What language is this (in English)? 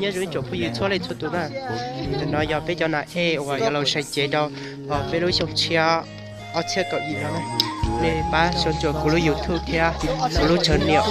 Hmong